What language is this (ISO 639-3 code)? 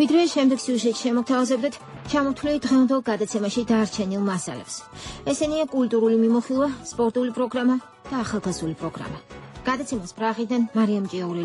kat